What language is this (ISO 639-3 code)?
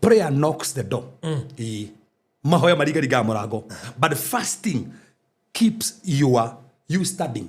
kik